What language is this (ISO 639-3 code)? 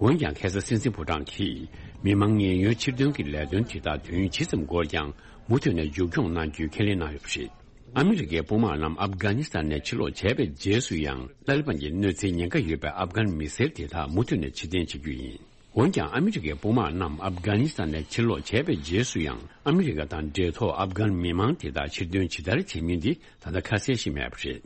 bod